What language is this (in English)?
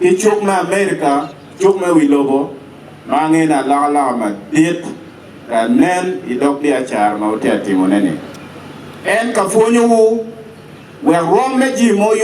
Acoli